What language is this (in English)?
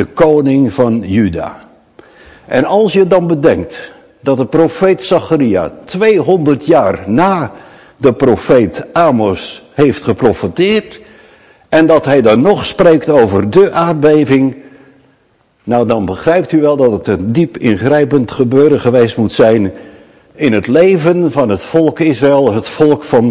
Dutch